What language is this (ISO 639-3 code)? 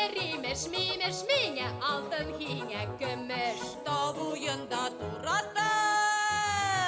bak